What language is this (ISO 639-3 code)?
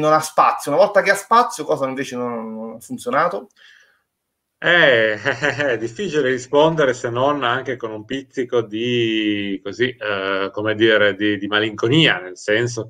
ita